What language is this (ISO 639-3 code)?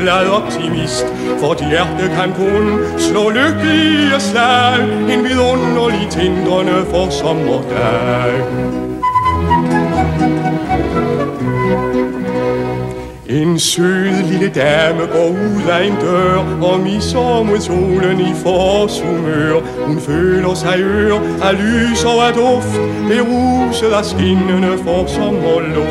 dan